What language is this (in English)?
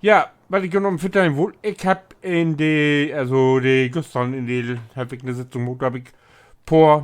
Low German